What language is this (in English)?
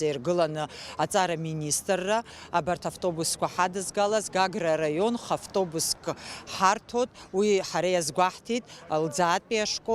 Abkhazian